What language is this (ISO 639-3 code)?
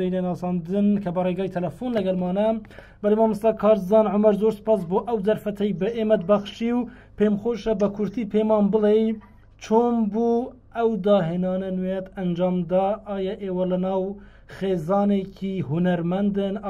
ckb